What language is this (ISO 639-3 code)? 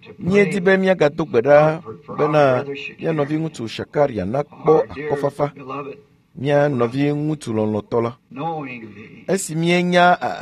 ewe